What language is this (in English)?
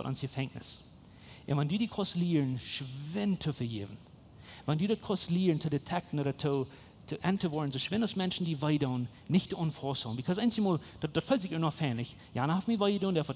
Plautdietsch